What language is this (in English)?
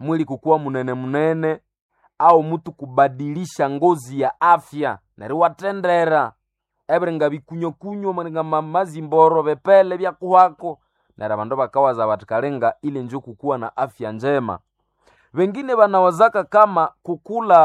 Nande